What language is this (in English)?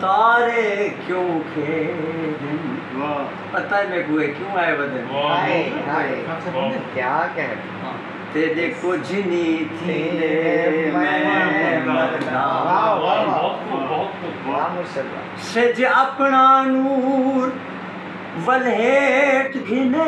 Saraiki